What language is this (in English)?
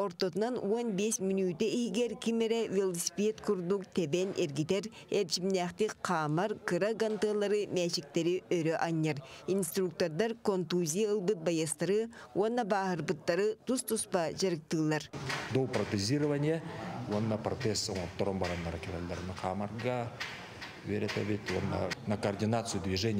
Yakut